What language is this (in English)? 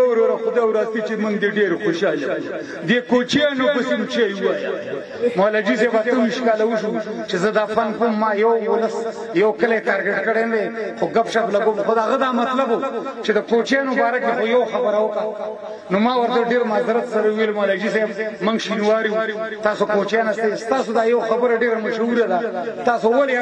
Pashto